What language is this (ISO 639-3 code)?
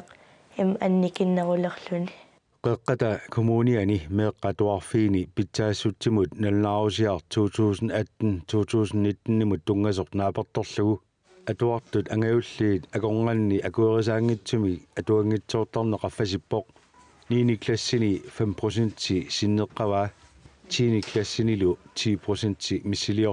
kal